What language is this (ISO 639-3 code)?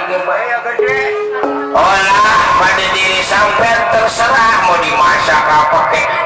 bew